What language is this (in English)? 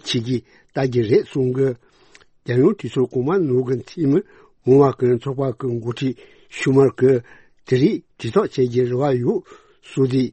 Tibetan